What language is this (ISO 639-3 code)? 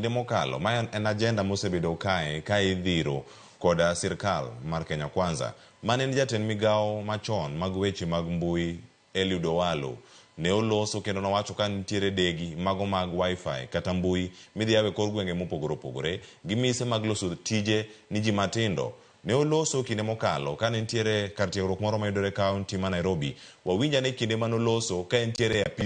luo